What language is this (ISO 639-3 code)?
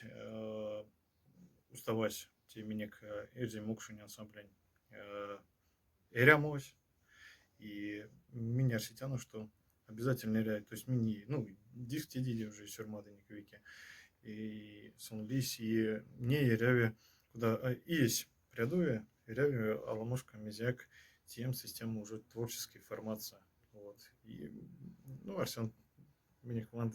mdf